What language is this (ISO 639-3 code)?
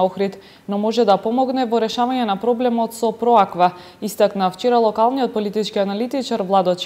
mkd